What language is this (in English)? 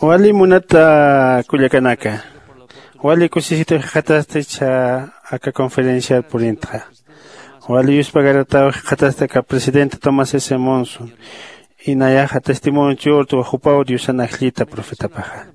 Aymara